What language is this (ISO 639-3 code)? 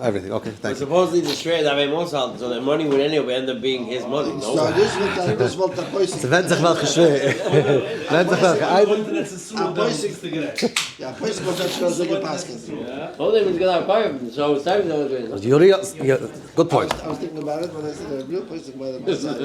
yid